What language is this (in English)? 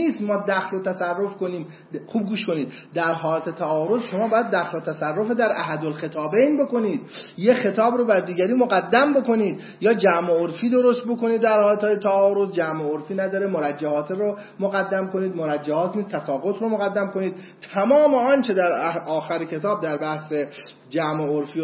Persian